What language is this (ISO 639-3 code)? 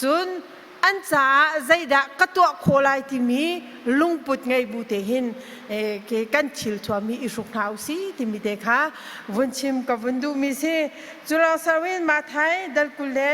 cnh